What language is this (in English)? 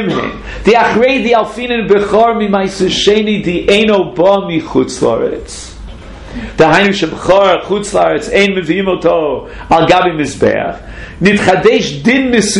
Hebrew